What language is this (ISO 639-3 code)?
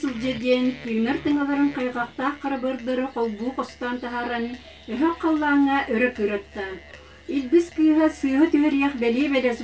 sah